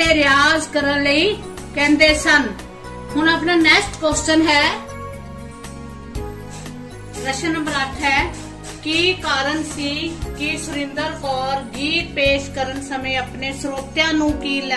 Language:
Punjabi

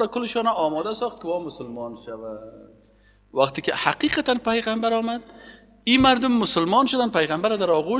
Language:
Persian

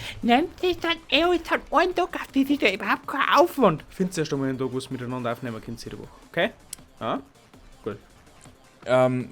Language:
Bavarian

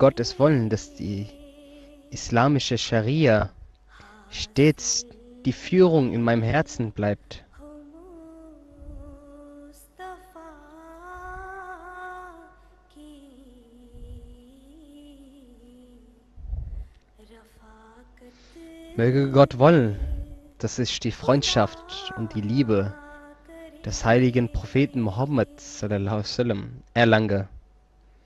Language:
German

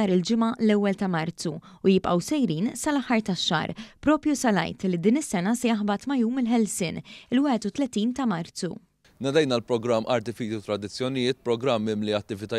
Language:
Maltese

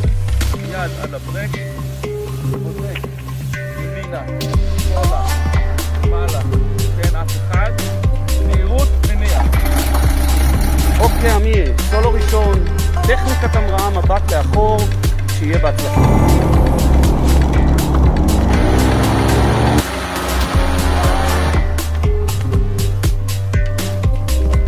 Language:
Hebrew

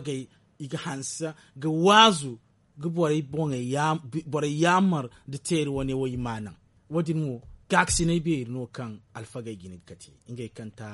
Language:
Zarma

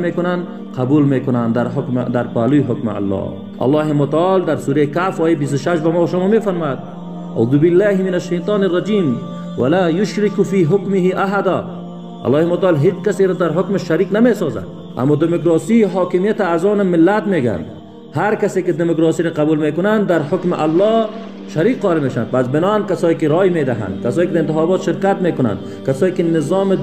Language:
Persian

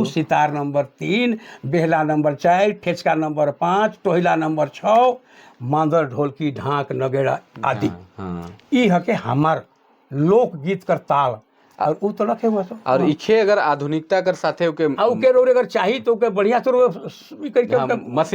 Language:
Sadri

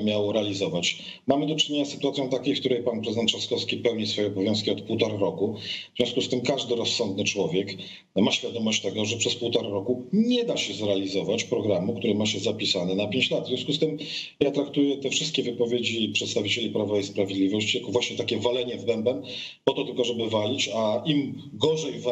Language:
Polish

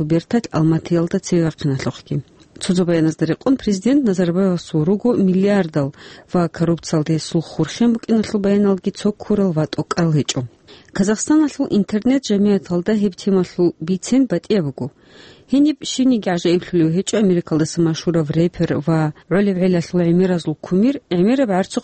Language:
Avaric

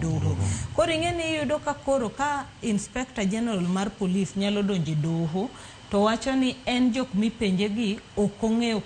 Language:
Luo (Kenya and Tanzania)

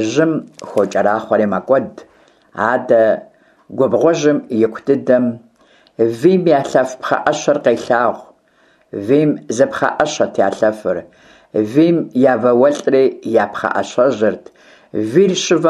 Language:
Kabardian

